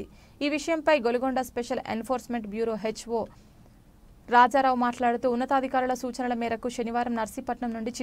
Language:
Telugu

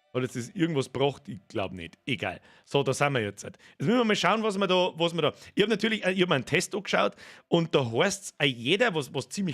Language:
Bavarian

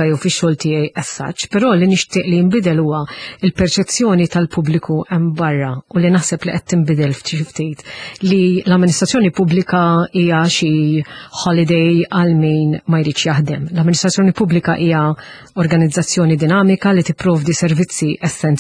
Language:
Maltese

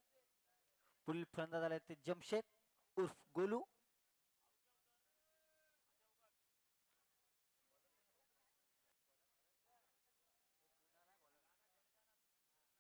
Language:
Marathi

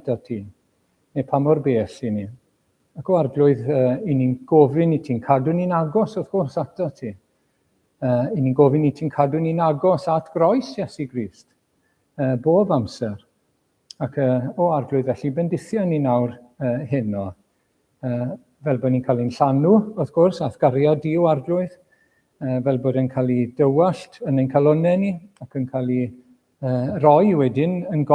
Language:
Welsh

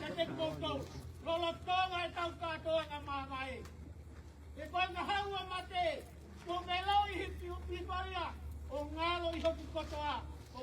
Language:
Tongan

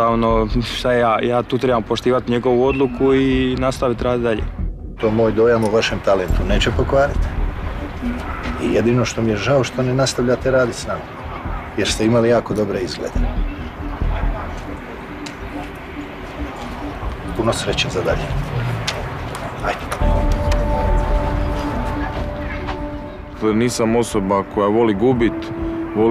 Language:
Croatian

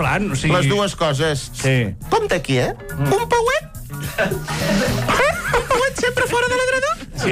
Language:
Catalan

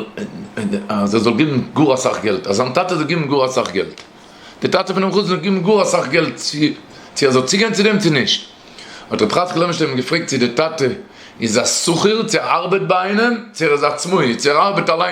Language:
Yiddish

